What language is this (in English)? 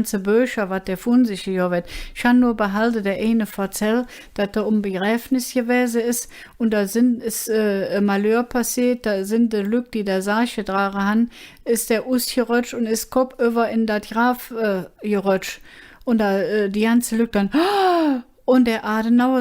Colognian